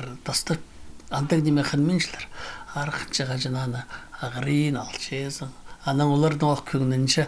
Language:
Khakas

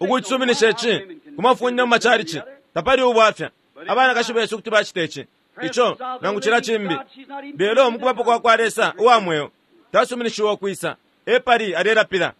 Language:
Bemba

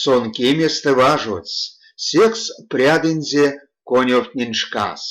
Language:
Erzya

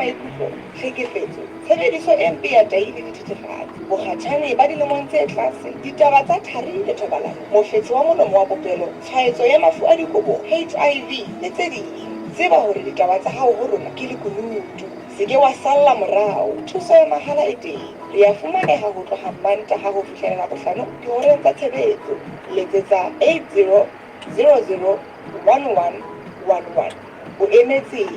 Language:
Southern Sotho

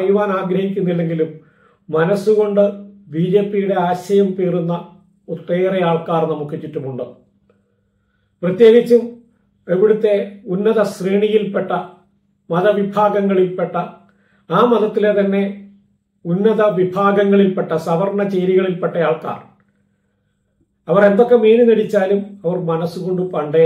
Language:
Malayalam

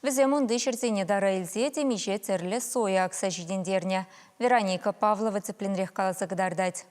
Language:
Chuvash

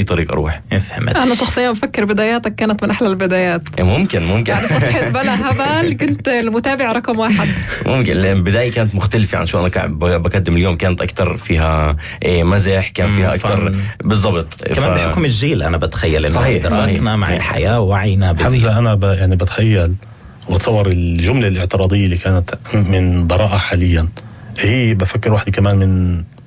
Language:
North Levantine Arabic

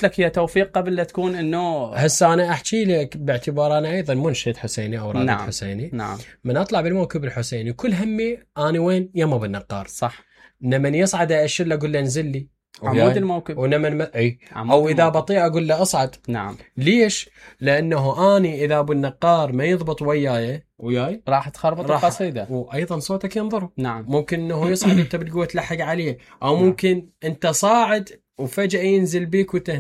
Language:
Mesopotamian Arabic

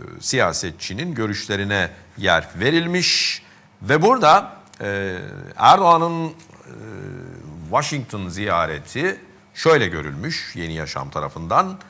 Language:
Turkish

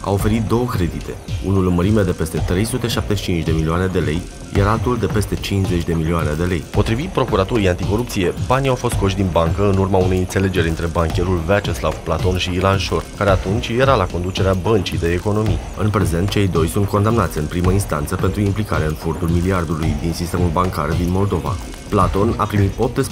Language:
Romanian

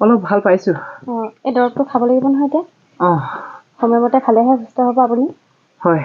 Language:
Assamese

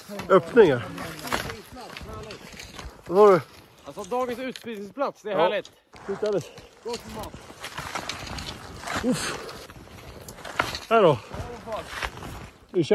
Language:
Swedish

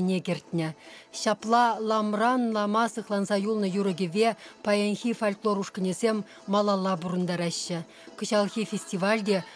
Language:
Chuvash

